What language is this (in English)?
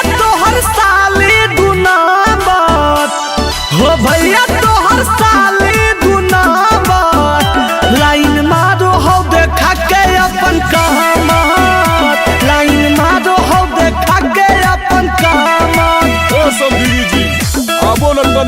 Magahi